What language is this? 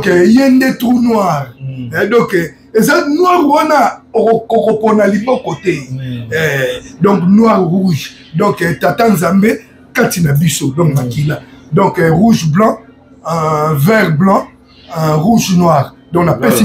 Lingala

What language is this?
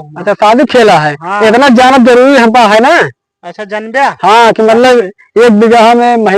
Awadhi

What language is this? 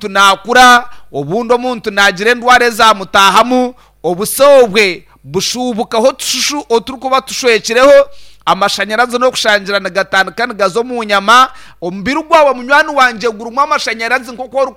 Nyankole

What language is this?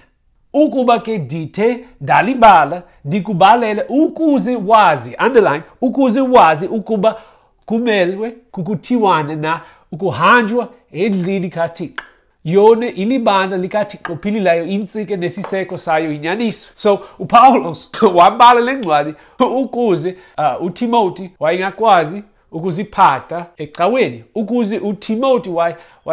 Xhosa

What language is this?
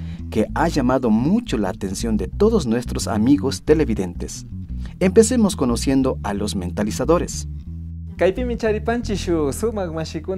Imbabura Highland Quichua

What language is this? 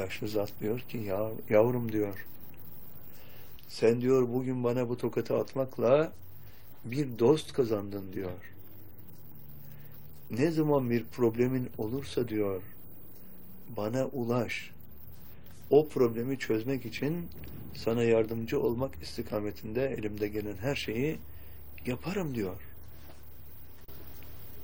Turkish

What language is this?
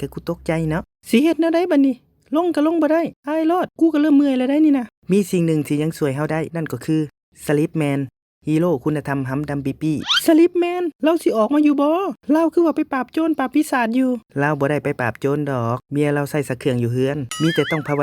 Lao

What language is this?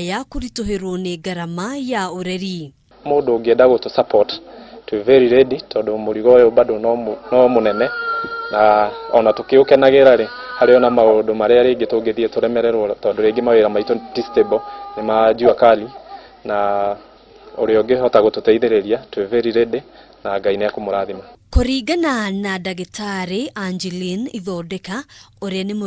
Kikuyu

